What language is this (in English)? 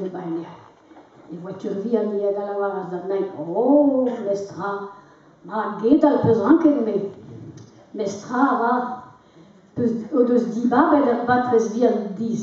Breton